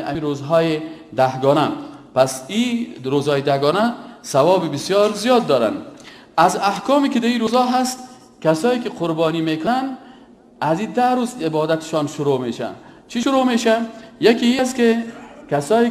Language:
Persian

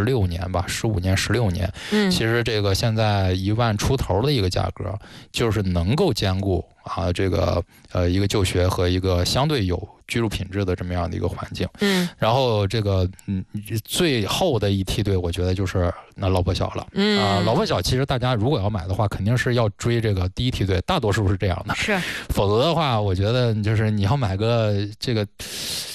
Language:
Chinese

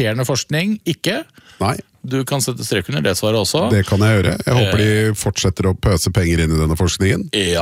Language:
Norwegian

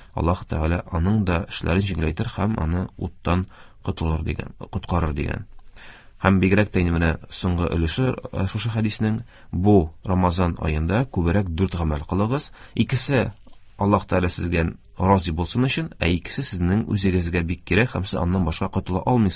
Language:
Tatar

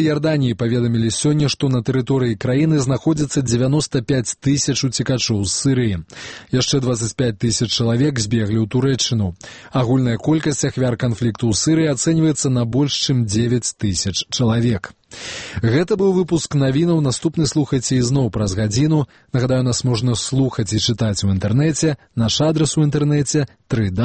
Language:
Belarusian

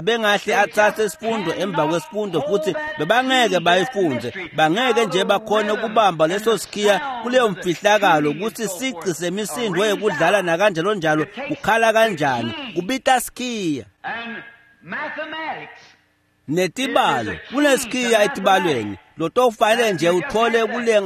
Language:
Swati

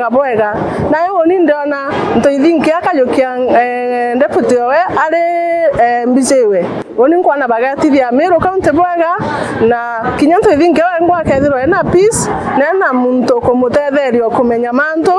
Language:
Meru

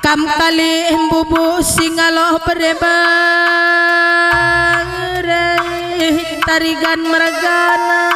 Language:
Batak Karo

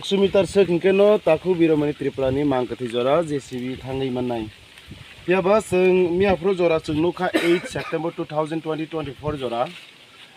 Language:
Kok Borok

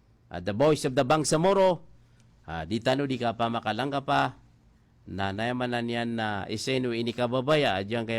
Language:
Maranao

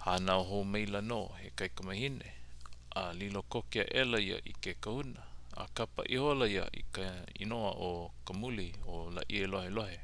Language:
Hawaiian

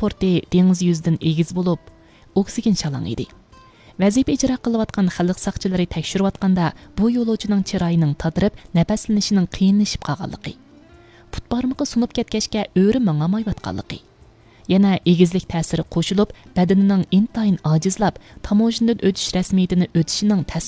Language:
Uyghur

